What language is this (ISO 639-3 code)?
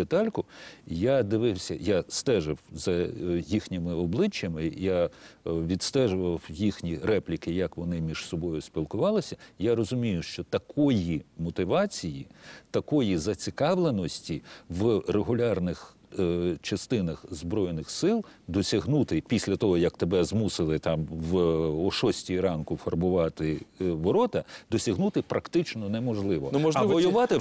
ukr